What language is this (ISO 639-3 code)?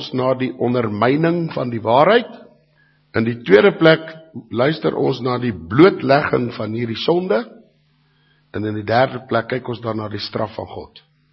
afr